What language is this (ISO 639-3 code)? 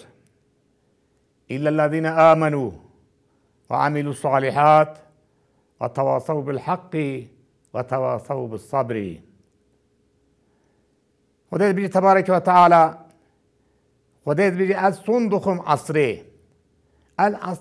kur